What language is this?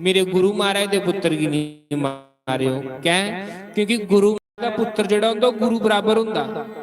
Dogri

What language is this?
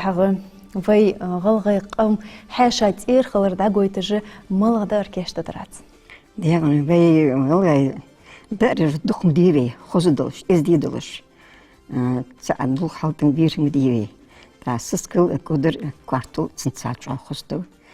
Ingush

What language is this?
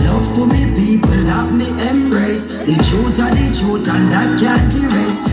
Jamaican Creole English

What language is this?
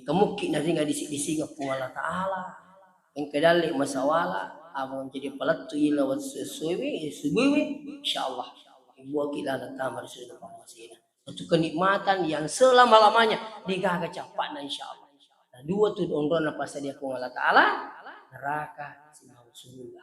Buginese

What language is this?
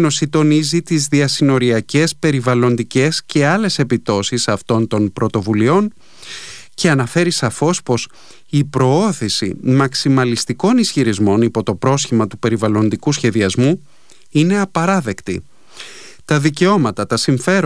Greek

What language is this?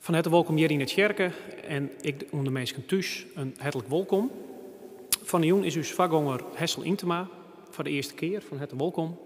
Western Frisian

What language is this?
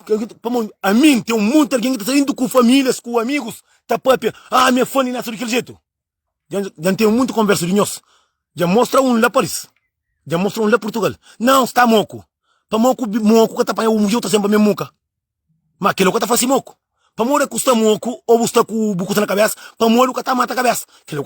Kabuverdianu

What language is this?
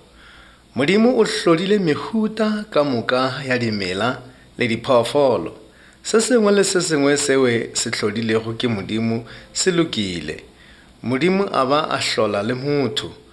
Northern Sotho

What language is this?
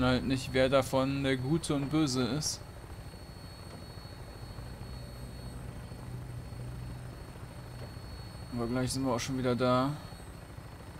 German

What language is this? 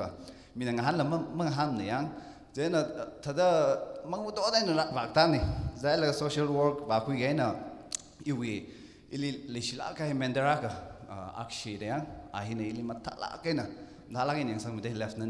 Tangkhul Naga (India)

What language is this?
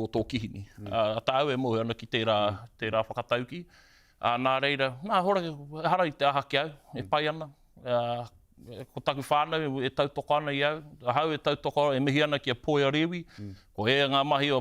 Māori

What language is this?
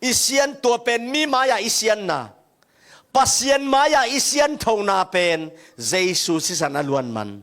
Tedim Chin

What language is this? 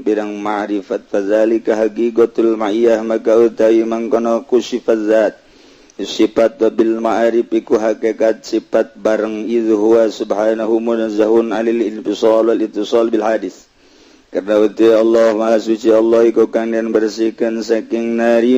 Sundanese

